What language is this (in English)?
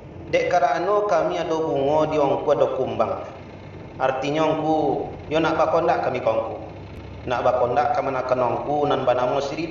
Minangkabau